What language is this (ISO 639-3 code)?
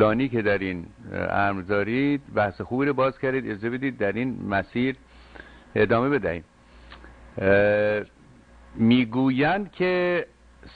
fas